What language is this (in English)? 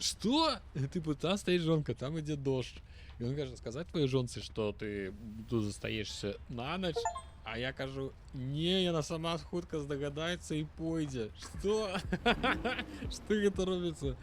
Belarusian